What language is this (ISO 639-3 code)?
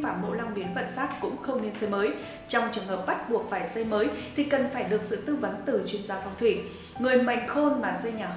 vie